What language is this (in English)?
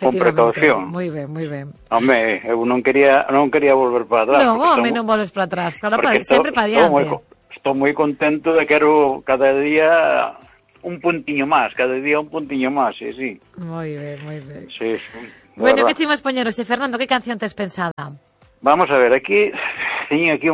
Galician